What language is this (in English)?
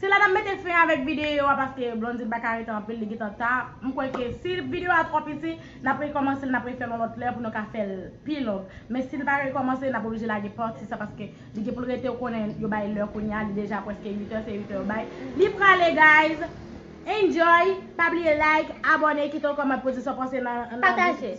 Haitian Creole